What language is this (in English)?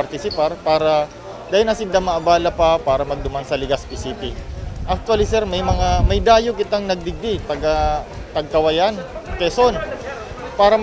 Bikol